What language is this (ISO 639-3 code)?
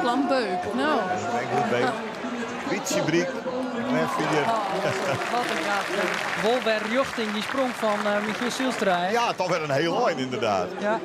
fry